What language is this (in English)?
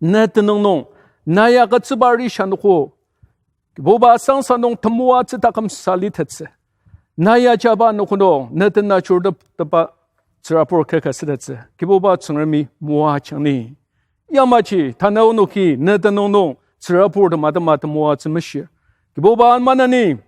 Ao Naga